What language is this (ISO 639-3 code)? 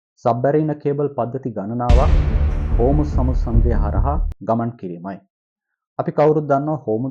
sin